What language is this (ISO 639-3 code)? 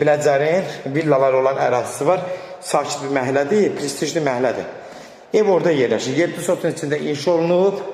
aze